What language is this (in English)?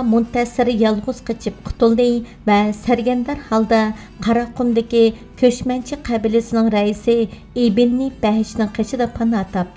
Uyghur